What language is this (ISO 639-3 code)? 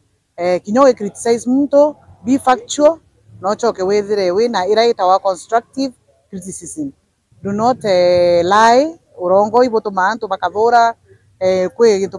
mer